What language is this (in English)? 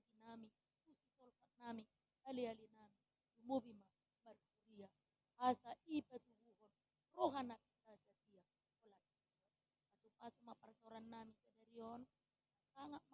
Batak Toba